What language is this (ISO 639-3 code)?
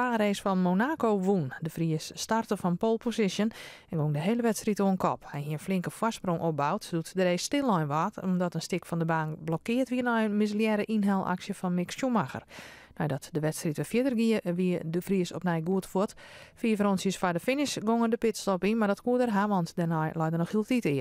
fry